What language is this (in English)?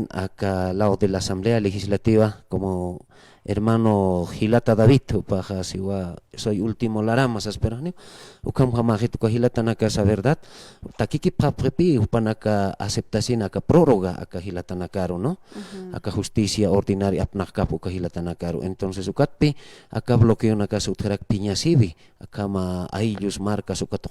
Aymara